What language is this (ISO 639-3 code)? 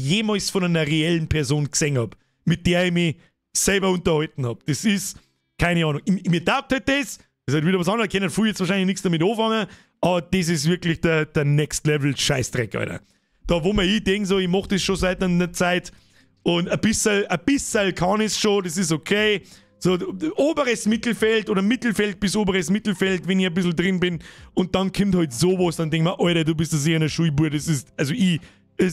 bar